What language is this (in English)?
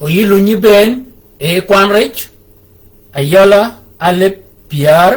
Shilluk